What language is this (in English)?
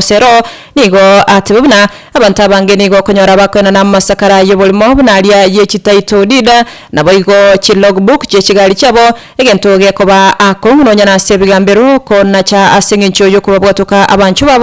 Gusii